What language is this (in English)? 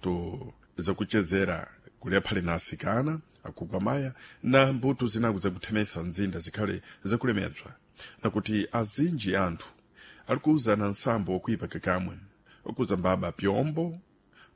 Sena